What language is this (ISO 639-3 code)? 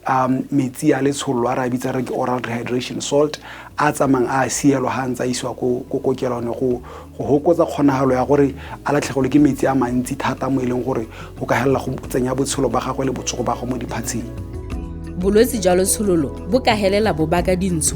tsn